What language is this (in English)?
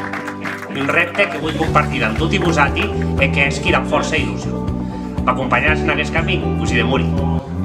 Occitan